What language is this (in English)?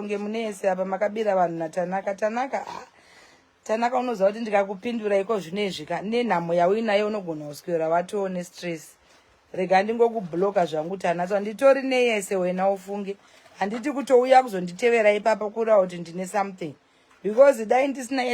Shona